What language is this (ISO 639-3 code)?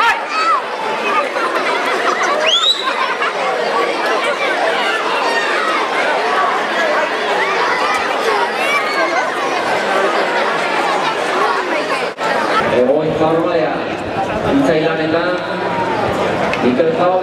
eus